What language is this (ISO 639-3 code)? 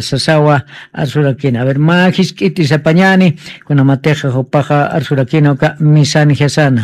aym